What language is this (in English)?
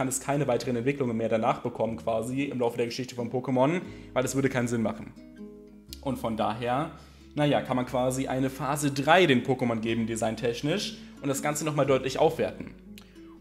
German